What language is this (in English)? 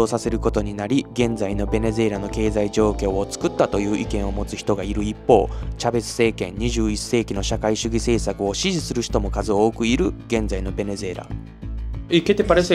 Japanese